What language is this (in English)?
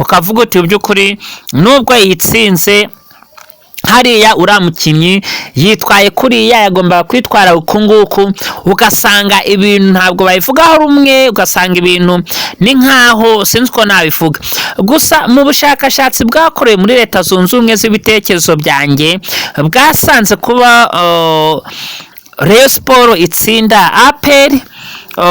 Kinyarwanda